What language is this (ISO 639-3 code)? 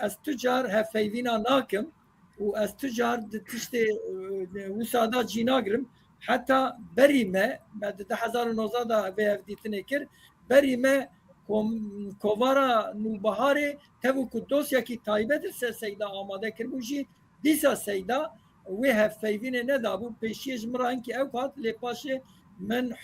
kur